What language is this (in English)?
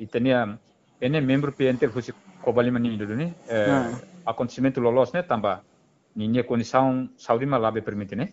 Tetum